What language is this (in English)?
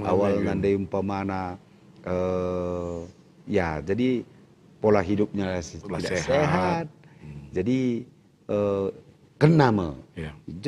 Batak Karo